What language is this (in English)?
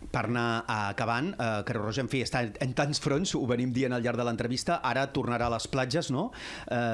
Catalan